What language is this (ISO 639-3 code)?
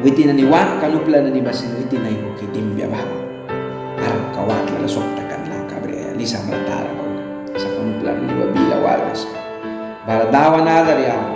miq